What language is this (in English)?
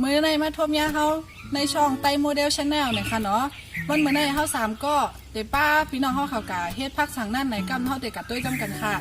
Shan